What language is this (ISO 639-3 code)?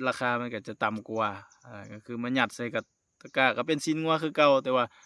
lao